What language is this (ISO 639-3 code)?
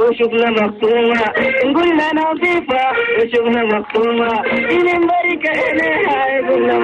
shu